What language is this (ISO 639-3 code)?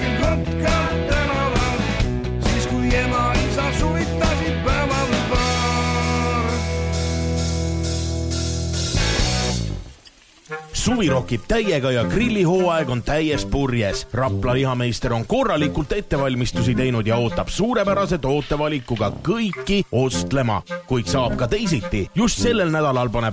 est